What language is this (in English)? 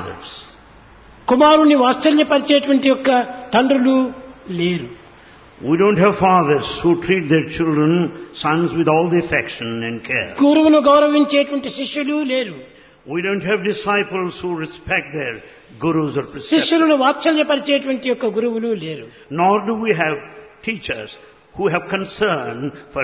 Telugu